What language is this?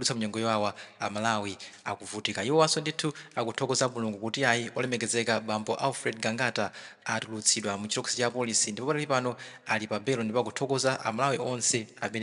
Nyanja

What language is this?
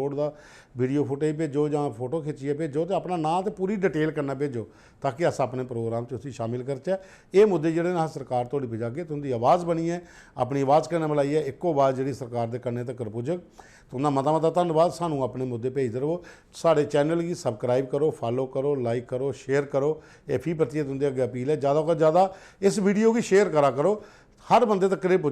Dogri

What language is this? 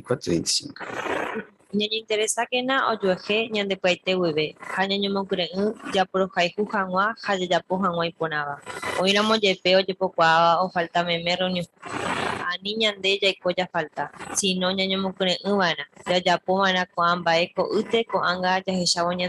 Guarani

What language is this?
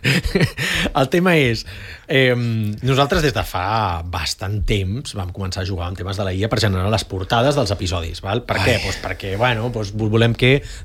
Catalan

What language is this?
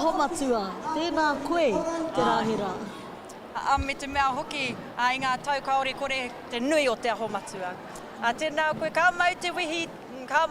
Māori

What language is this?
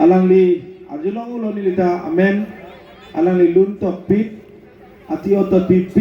Karbi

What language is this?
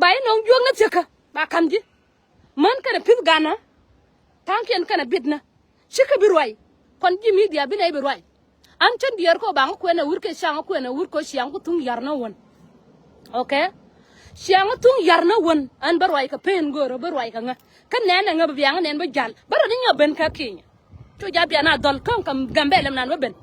Nuer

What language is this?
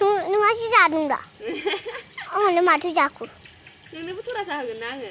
Bodo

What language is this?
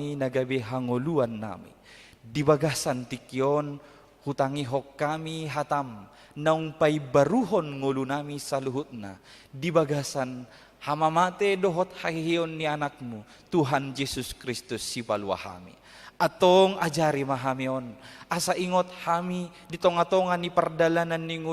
Batak Toba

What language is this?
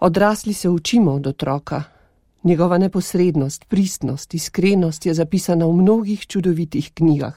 Slovenian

